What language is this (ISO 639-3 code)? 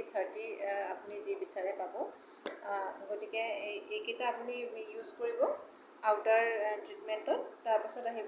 asm